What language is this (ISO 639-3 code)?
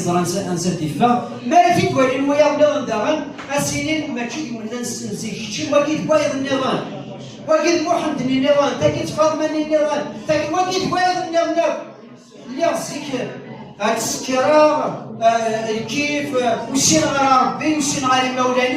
kab